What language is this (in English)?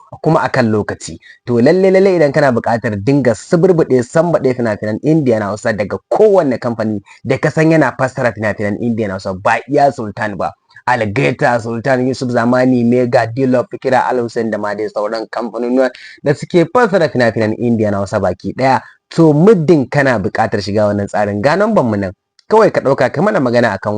Hausa